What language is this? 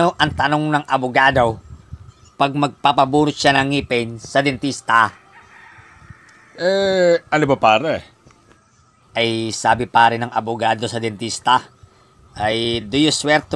Filipino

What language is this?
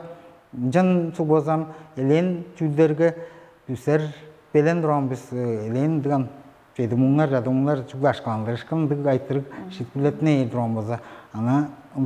Tuvinian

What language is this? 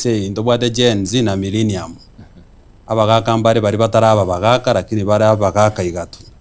Gusii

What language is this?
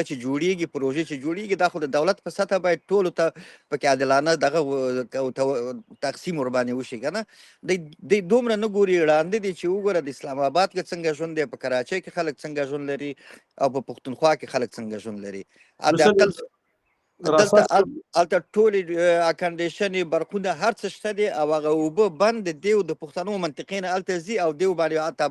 Pashto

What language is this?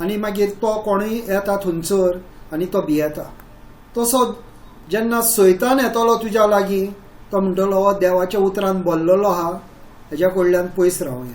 Konkani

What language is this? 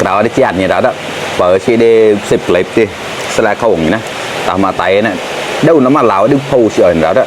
Mon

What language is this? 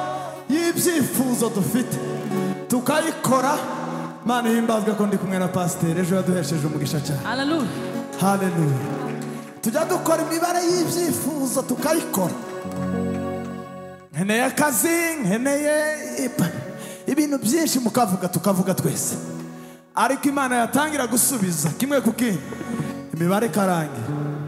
Kinyarwanda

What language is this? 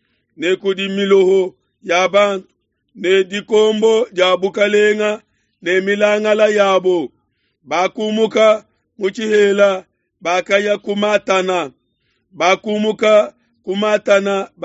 Luba-Lulua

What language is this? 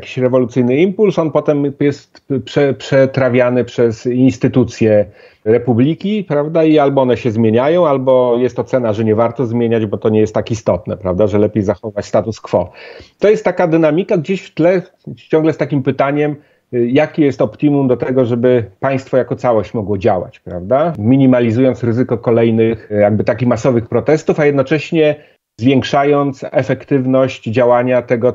Polish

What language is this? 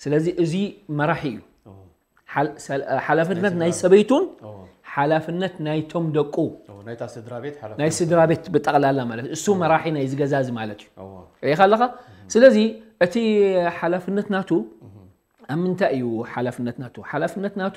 Tigrinya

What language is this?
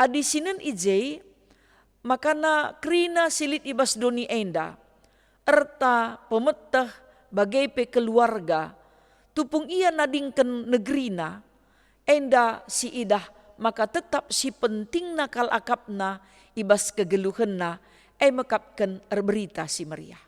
Batak Karo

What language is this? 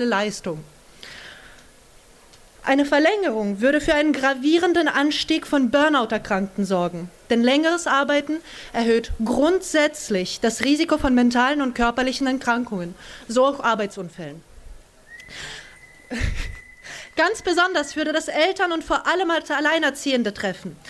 German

